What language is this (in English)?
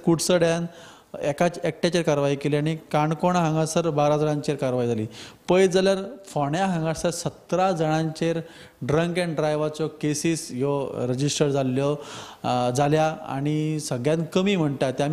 Konkani